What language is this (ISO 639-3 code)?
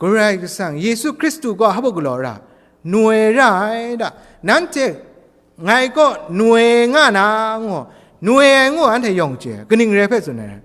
kac